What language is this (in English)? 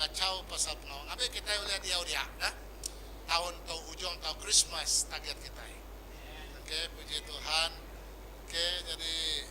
Iban